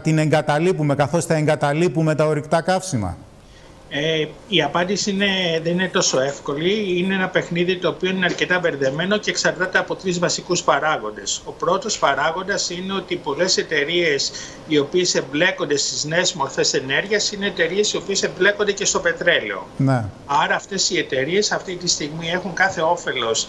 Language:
Greek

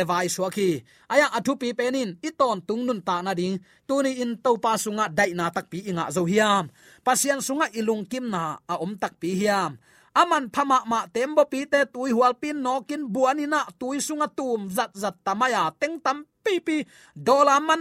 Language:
Tedim Chin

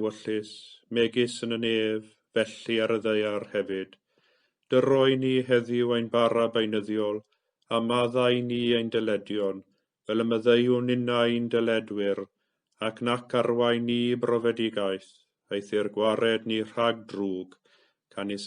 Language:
Welsh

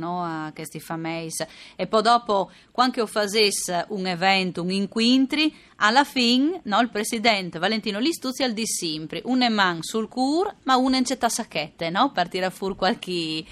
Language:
Friulian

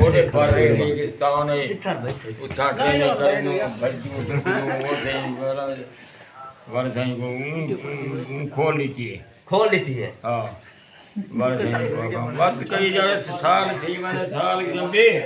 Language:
Saraiki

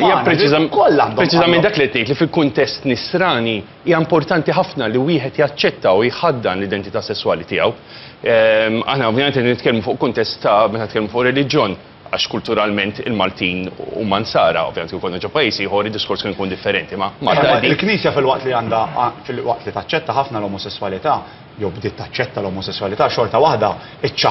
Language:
Maltese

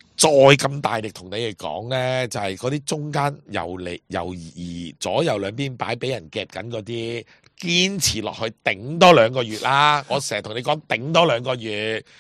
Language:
Cantonese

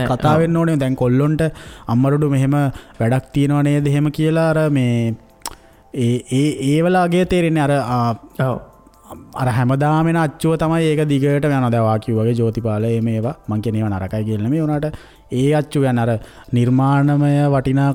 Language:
Sinhala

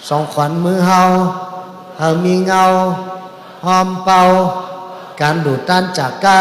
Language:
Shan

